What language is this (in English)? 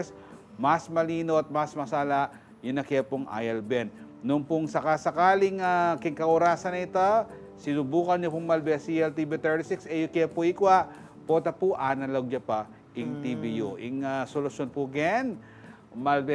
Pampanga